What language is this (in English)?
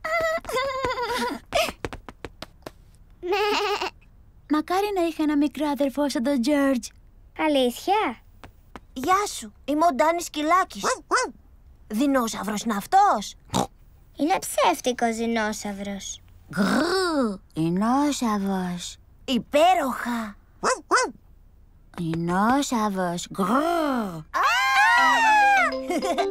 Greek